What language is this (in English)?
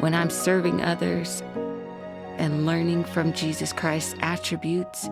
Tahitian